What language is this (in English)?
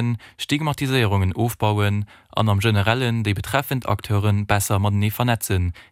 Luxembourgish